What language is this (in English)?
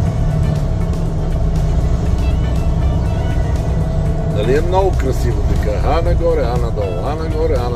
Bulgarian